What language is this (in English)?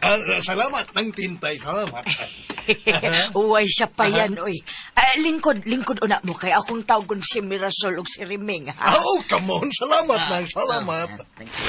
Cebuano